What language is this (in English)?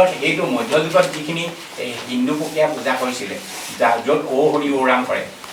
Assamese